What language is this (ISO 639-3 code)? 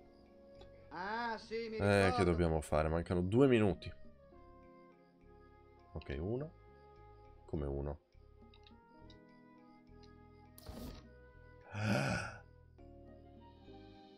ita